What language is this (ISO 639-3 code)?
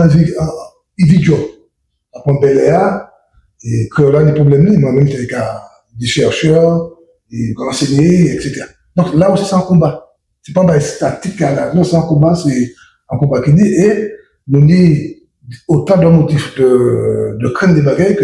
gcf